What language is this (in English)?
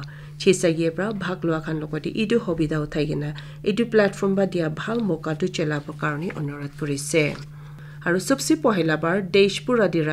Naga Pidgin